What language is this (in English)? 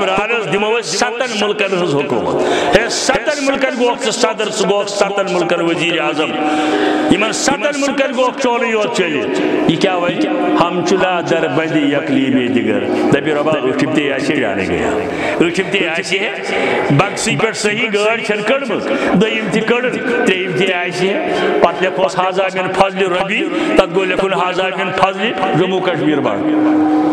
Kashmiri